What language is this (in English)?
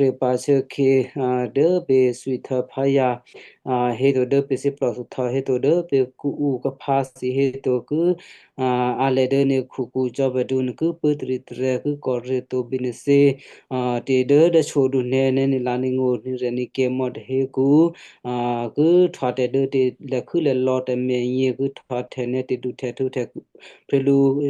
Western Kayah